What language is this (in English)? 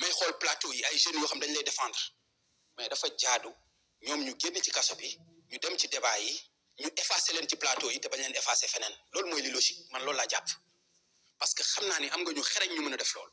Wolof